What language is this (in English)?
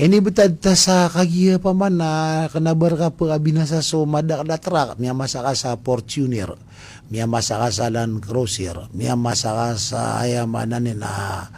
Maranao